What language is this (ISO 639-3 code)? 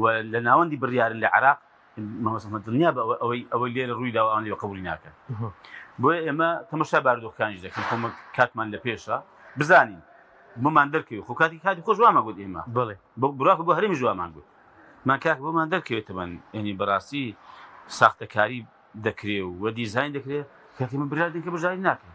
ckb